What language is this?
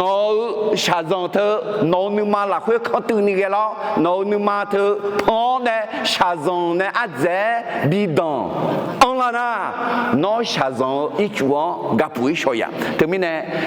Akha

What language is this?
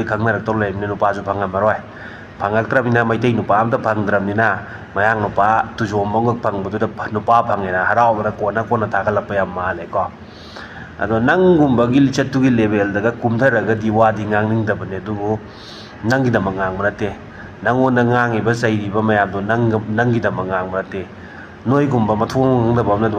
Manipuri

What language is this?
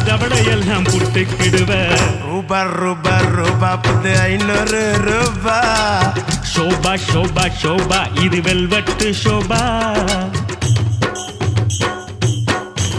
Tamil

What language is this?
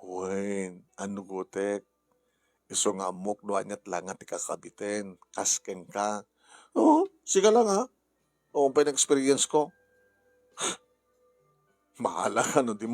Iloko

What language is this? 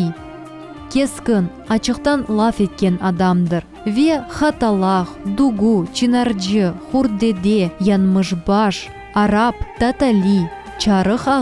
Crimean Tatar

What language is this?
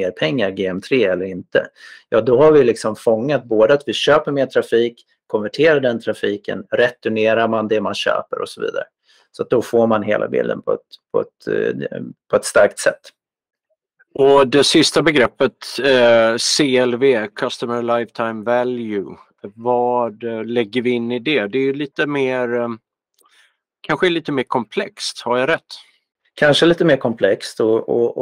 Swedish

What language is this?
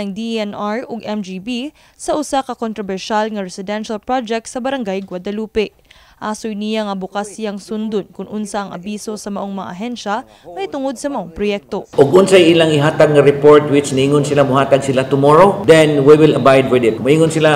Cebuano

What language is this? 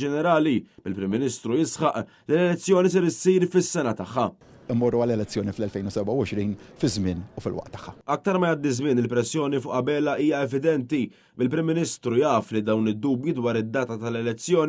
Maltese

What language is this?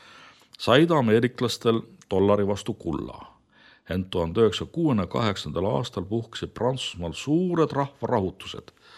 Estonian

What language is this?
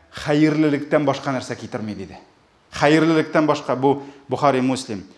Tatar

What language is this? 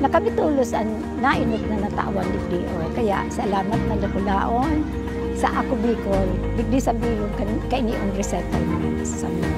Bikol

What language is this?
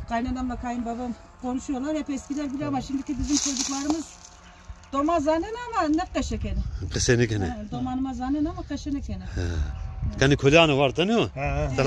Zaza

